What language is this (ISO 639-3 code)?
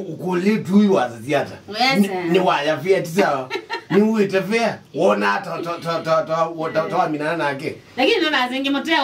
kam